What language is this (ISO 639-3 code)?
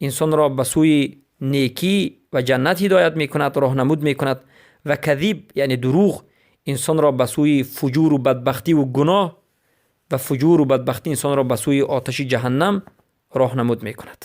fas